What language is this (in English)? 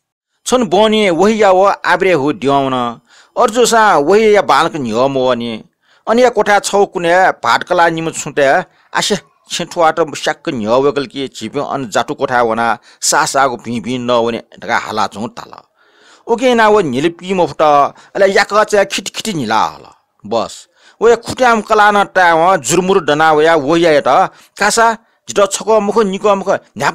Newari